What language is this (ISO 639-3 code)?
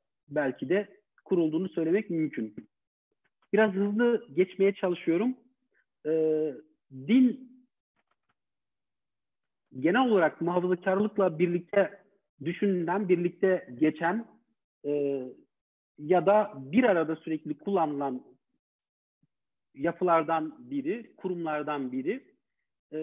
tur